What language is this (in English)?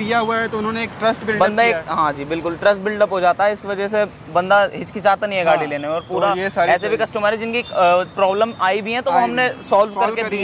Hindi